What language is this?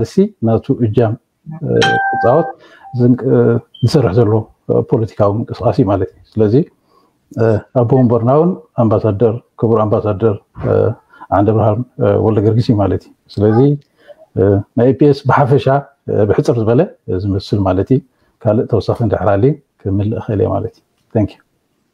Tigrinya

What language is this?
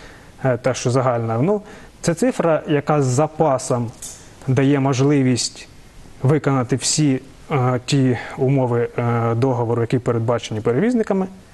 Ukrainian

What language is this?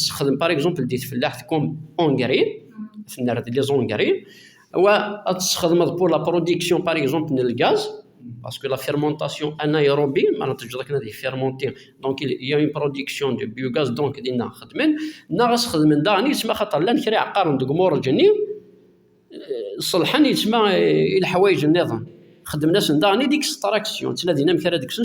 Kabyle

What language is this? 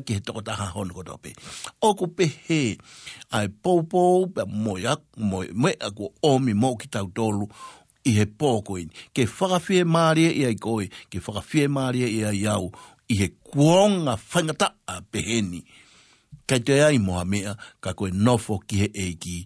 Tongan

